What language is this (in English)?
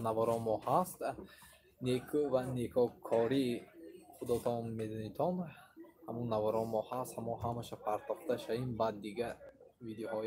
Tajik